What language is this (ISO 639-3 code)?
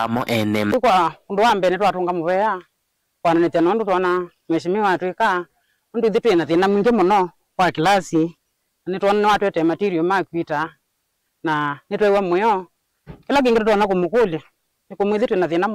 kam